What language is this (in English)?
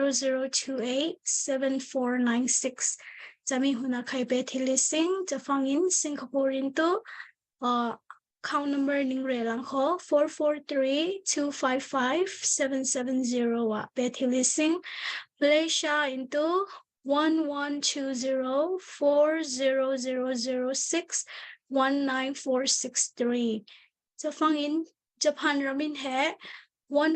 Falam Chin